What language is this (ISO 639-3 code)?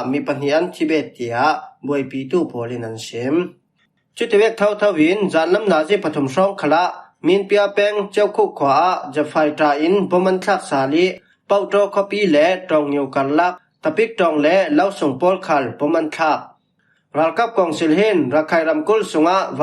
cfm